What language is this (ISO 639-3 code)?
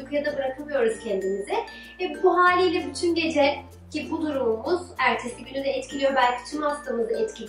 tur